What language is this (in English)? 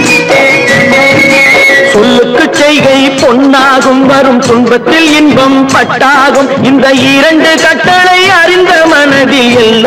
Tamil